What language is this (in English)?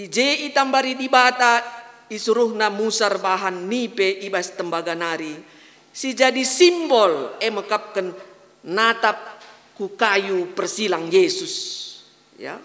Batak Karo